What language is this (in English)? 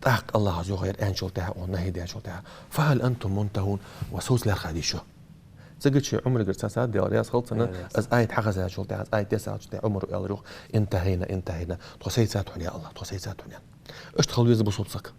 Ingush